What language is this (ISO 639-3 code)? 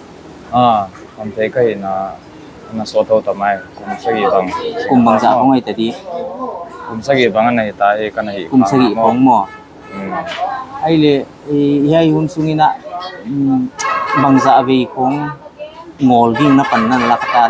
pck